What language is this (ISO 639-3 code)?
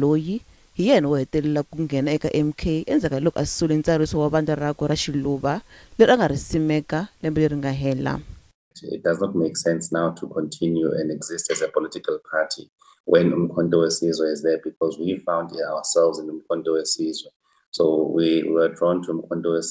tso